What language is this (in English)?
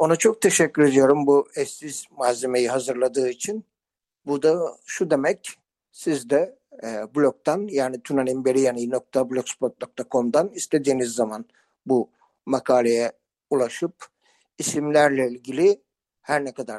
Turkish